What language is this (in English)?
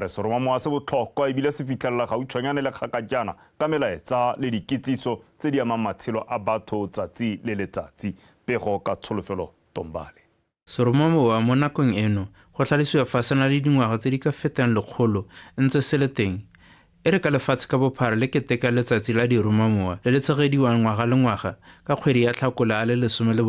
Tswana